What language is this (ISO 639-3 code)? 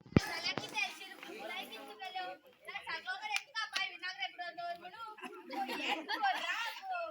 kok